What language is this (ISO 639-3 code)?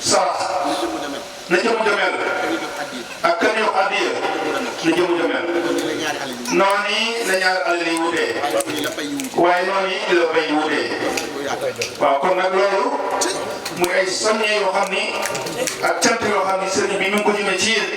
wol